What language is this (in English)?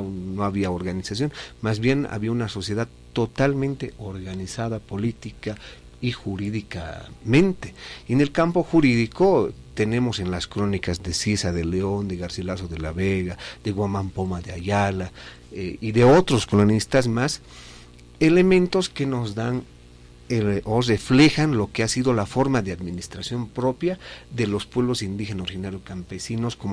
Spanish